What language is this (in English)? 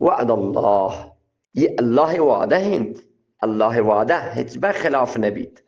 Eastern Balochi